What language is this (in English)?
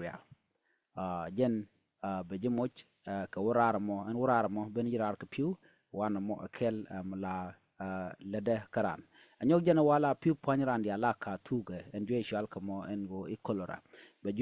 Nuer